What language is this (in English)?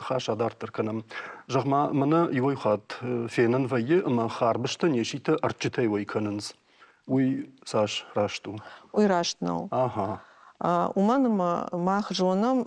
Ossetic